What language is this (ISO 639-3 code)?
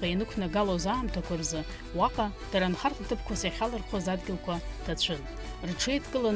abk